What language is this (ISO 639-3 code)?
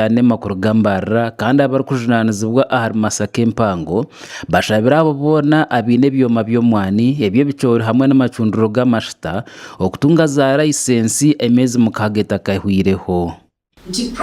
nyn